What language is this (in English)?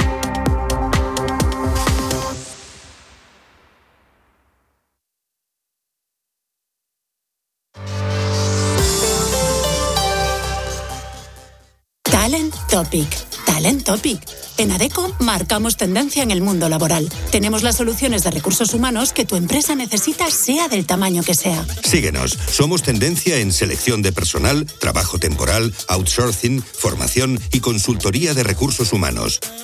Spanish